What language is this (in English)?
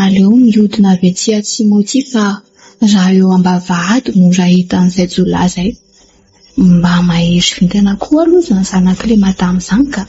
Malagasy